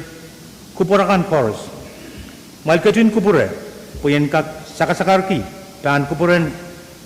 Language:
Pohnpeian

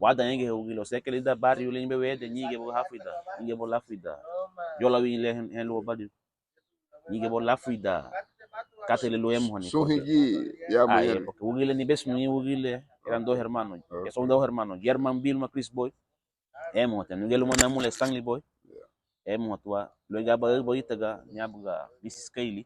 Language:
Garifuna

